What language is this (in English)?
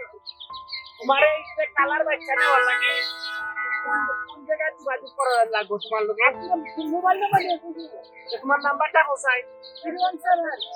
Sylheti